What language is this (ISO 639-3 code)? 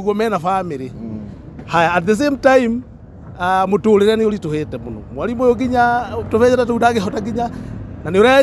kik